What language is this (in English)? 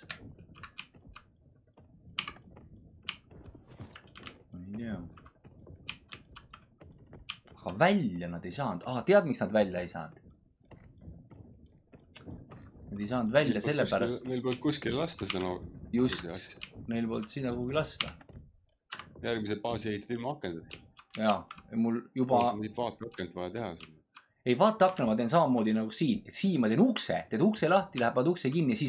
Estonian